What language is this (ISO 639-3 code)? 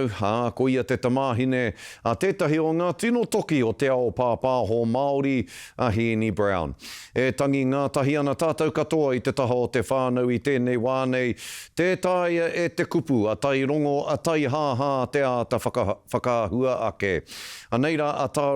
mri